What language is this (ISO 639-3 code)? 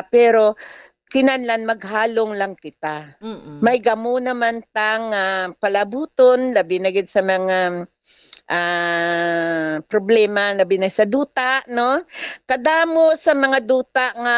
hil